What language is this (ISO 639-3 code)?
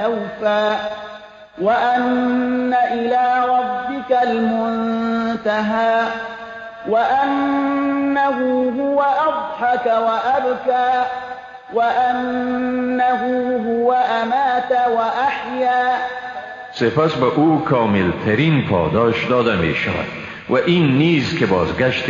fas